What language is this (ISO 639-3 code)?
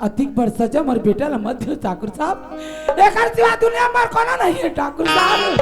hne